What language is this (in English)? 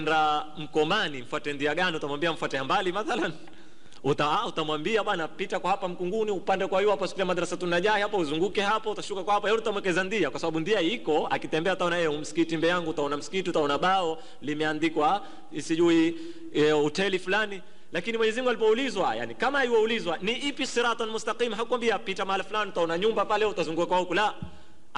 Swahili